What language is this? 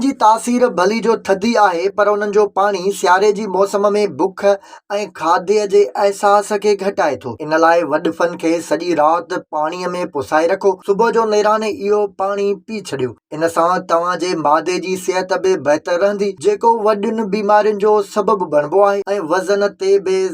Sindhi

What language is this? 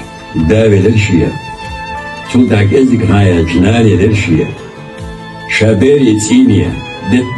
Chechen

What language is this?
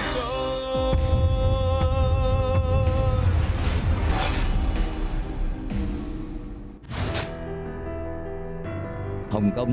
Vietnamese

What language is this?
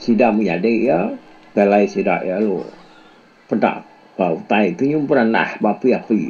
Iban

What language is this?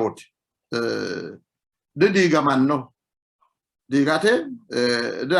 Sidamo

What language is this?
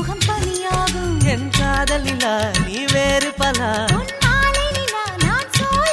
Tamil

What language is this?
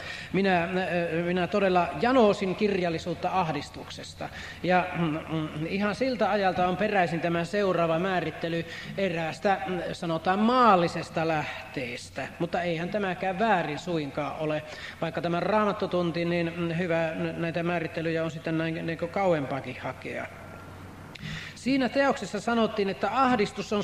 Finnish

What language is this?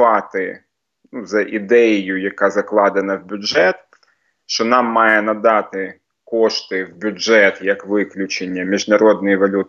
Ukrainian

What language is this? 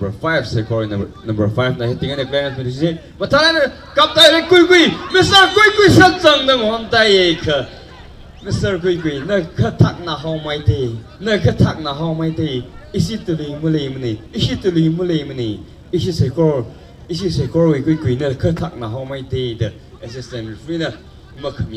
Tangkhul Naga (India)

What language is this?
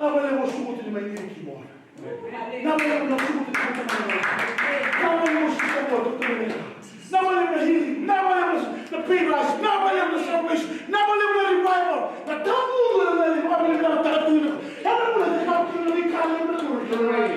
Fijian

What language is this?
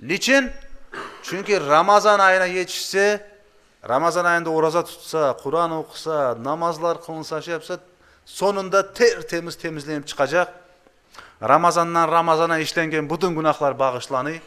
Crimean Tatar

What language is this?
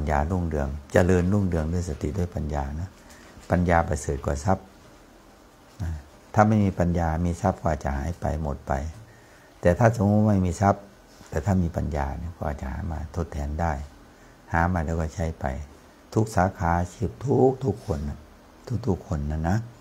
Thai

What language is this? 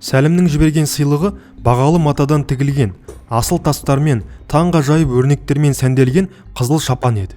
Kazakh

